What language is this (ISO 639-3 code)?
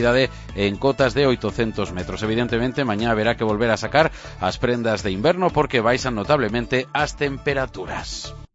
glg